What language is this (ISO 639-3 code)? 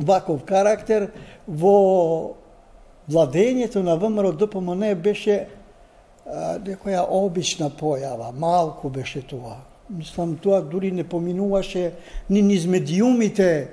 mkd